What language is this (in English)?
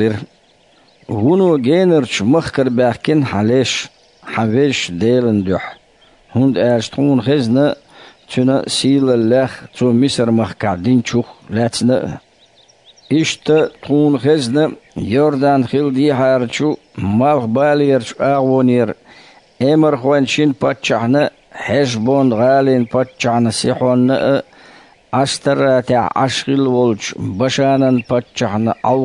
Chechen